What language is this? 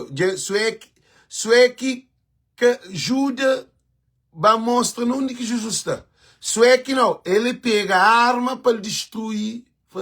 Kabuverdianu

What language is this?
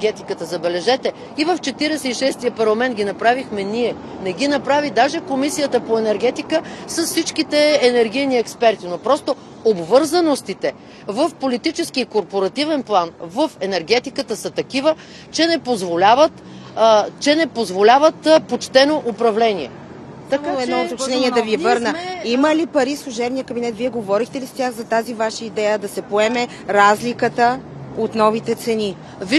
Bulgarian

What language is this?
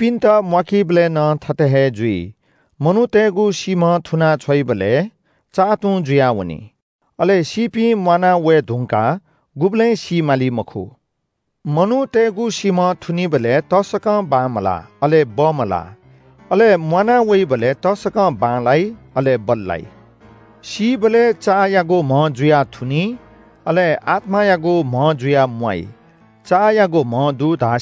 Newari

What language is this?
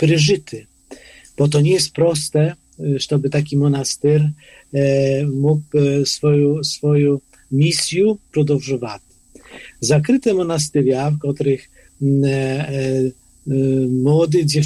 Polish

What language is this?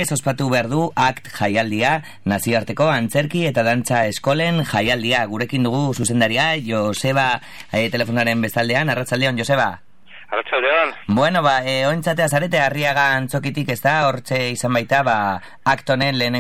Basque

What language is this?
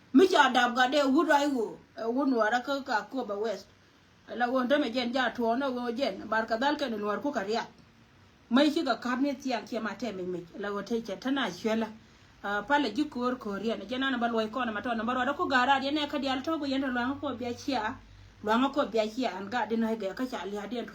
Nuer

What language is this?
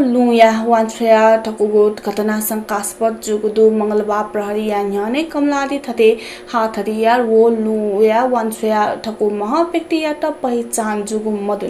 Newari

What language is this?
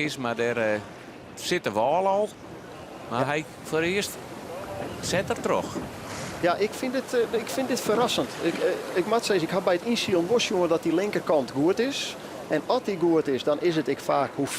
Western Frisian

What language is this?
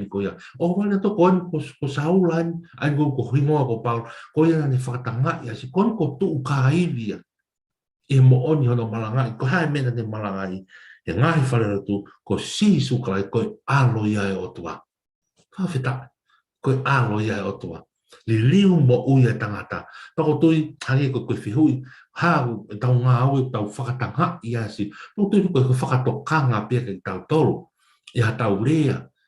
Tongan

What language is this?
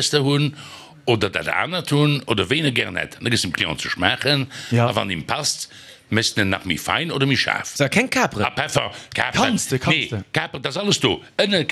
Luxembourgish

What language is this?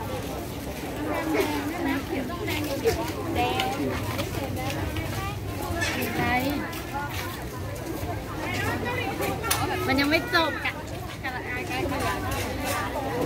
Thai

